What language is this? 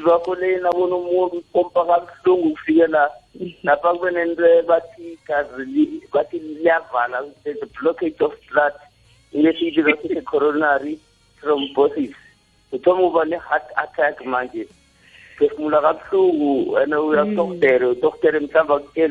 South Ndebele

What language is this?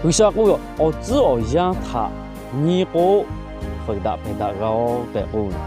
Lahu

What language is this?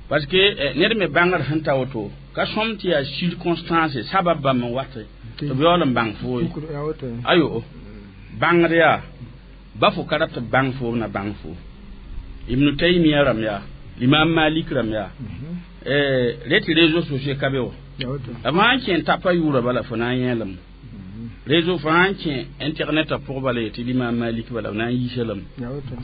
Mossi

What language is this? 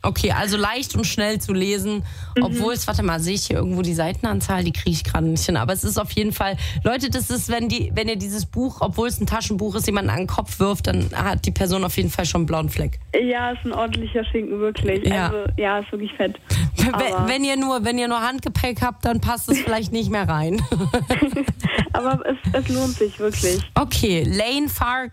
German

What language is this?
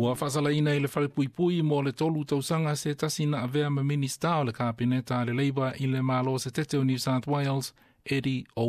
Samoan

